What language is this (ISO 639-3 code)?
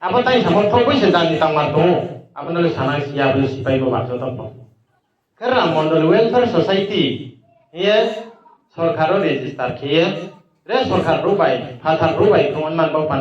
ria